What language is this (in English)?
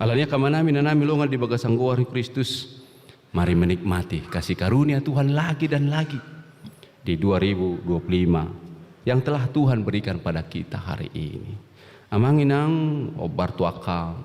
Batak Toba